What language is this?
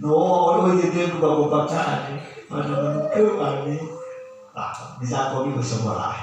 Nias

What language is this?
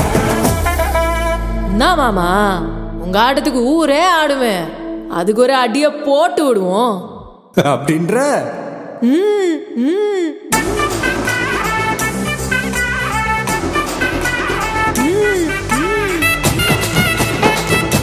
Tamil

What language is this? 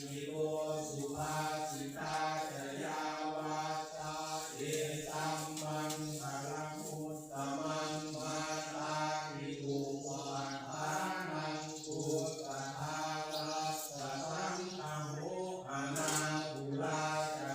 Pali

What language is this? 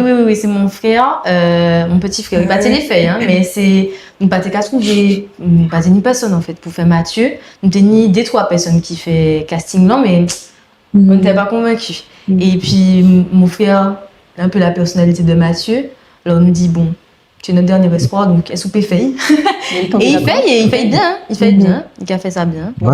Guadeloupean Creole French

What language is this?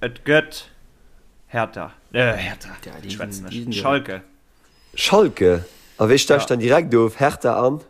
Luxembourgish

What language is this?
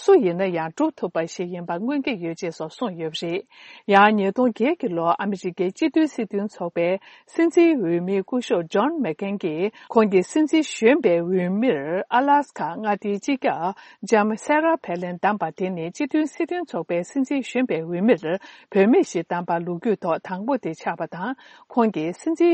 Tibetan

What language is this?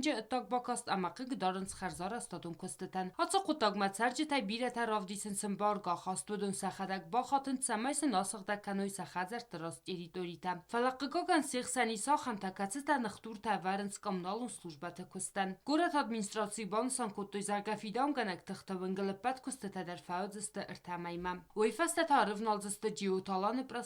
Ossetic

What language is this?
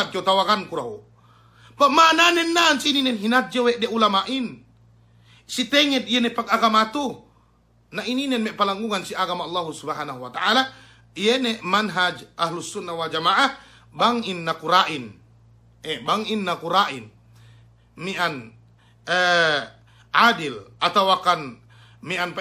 Yakan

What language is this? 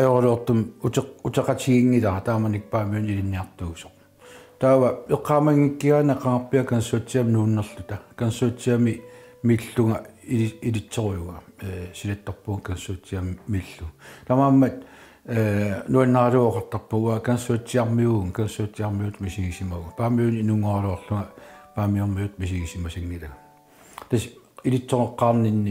Kalaallisut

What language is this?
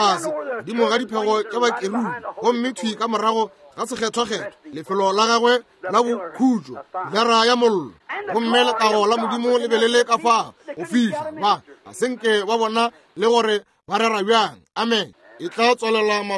Northern Sotho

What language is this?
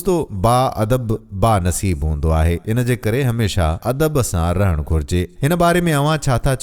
Sindhi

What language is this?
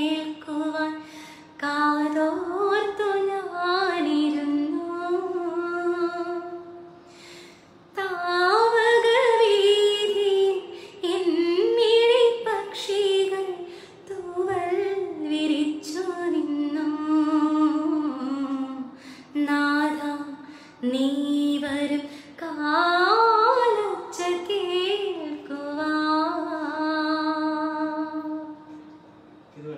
Malayalam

